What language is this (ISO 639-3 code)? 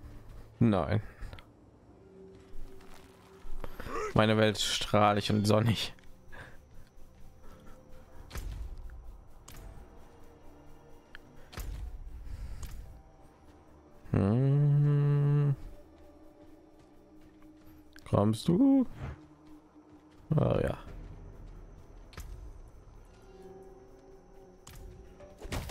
deu